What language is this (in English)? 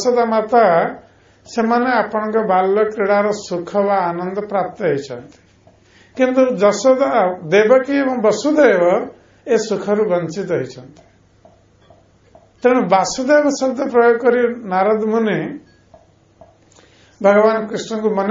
Odia